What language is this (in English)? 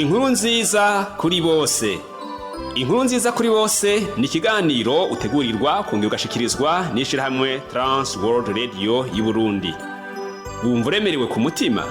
Rundi